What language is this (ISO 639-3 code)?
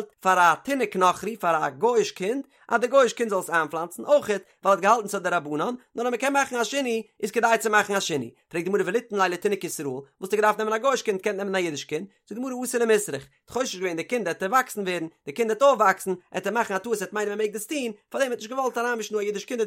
yid